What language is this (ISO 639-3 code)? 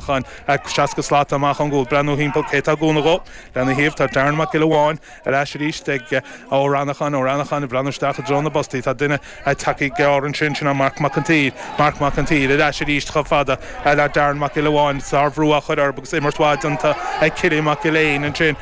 gle